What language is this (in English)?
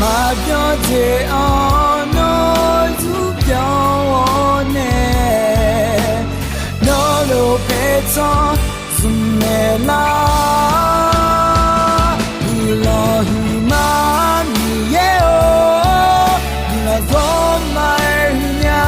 Akha